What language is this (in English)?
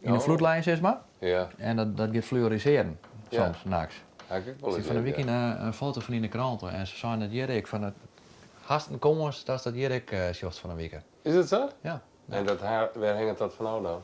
Western Frisian